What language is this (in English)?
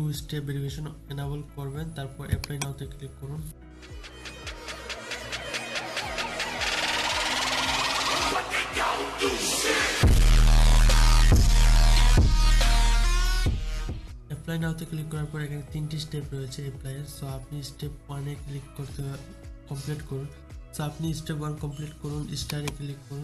Bangla